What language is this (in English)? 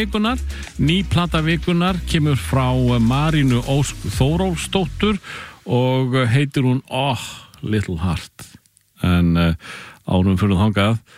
Icelandic